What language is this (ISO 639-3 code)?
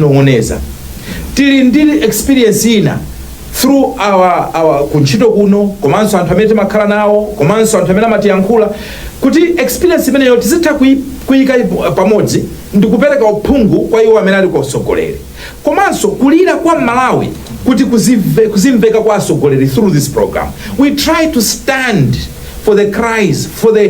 nya